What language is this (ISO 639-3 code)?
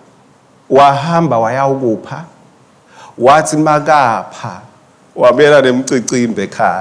ssw